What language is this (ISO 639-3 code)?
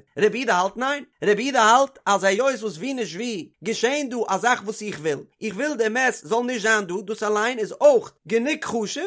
yid